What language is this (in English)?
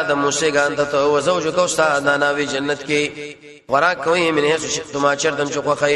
Pashto